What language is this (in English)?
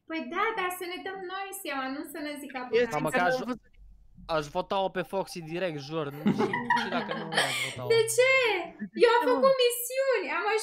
Romanian